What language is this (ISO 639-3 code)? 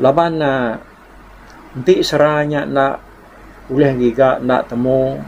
iba